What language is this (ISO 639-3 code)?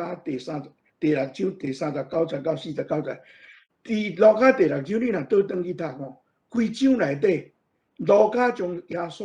nan